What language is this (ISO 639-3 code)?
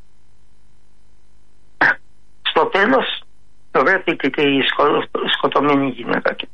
ell